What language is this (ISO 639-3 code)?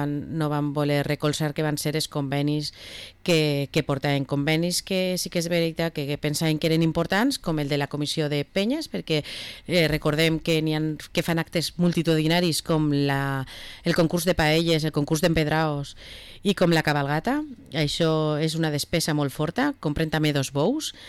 cat